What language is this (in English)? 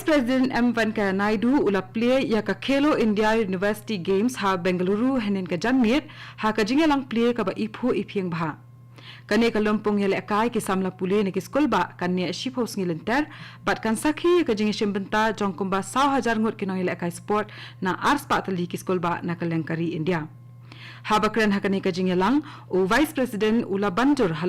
Khasi